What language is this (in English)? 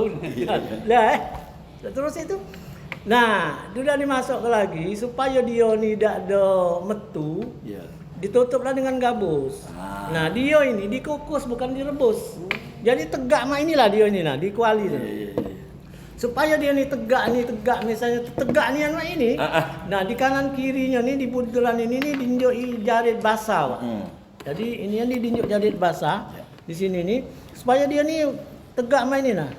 Musi